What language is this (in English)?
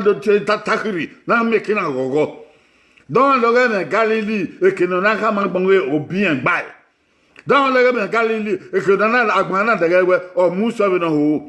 Bini